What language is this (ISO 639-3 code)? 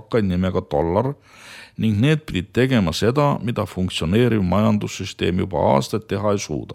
est